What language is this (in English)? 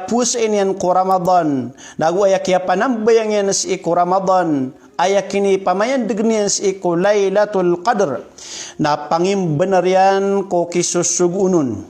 Maranao